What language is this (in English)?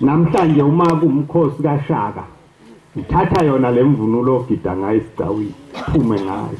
Zulu